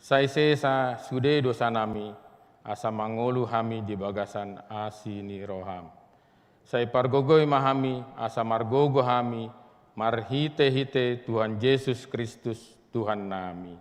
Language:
Batak Toba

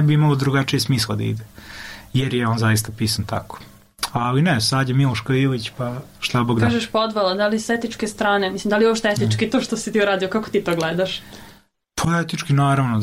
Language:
Serbian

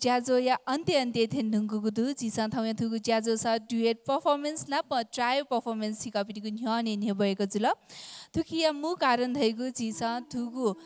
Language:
Newari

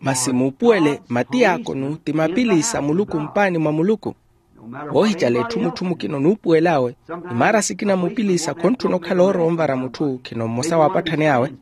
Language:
Makhuwa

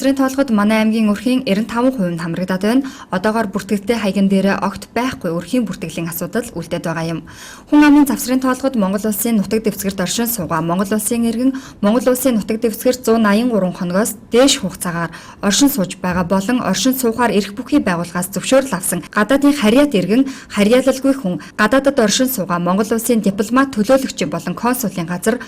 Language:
Mongolian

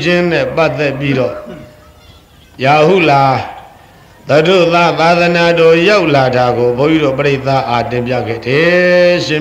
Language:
Burmese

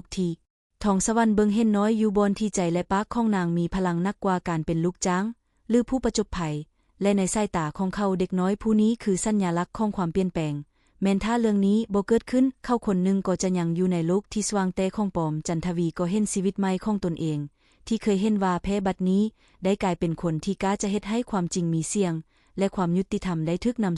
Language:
Lao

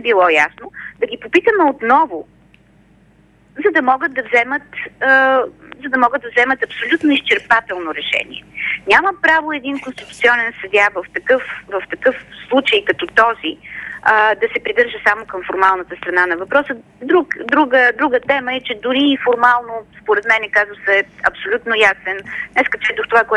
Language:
Bulgarian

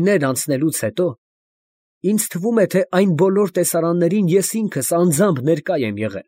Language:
Armenian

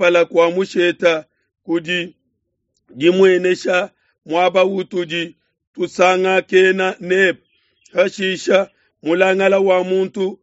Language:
Luba-Lulua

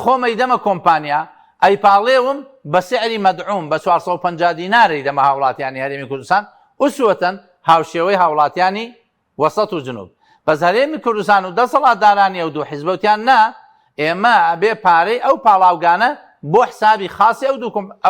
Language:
Central Kurdish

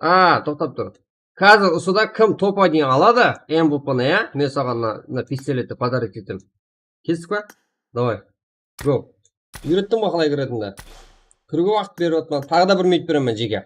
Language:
Kara-Kalpak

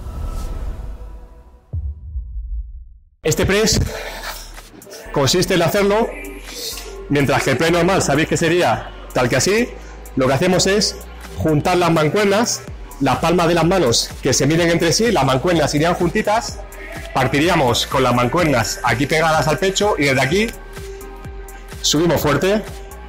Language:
Spanish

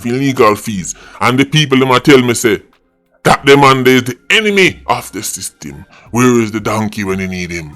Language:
Jamaican Creole English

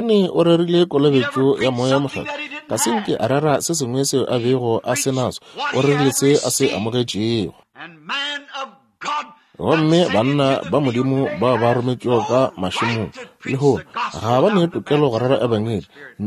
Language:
Northern Sotho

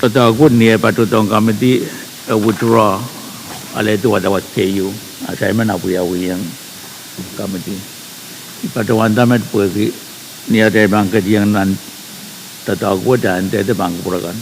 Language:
Pohnpeian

